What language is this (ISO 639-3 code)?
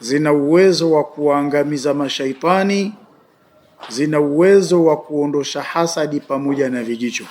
swa